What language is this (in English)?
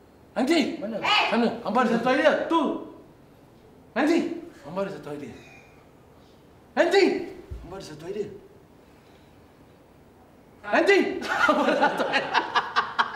Malay